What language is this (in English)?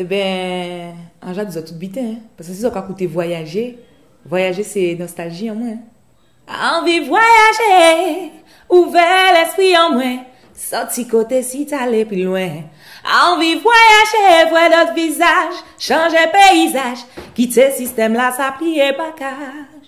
Guadeloupean Creole French